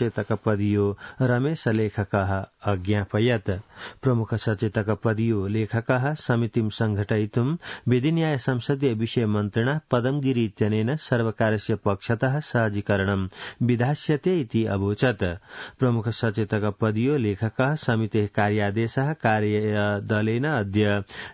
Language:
Sanskrit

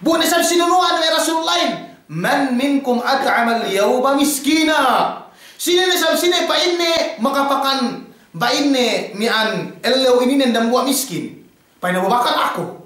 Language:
Yakan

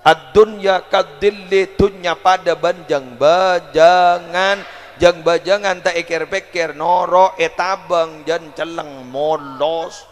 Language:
Madurese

